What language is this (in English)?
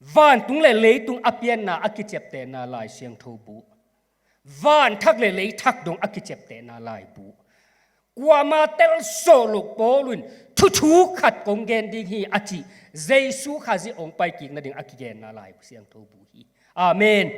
Tedim Chin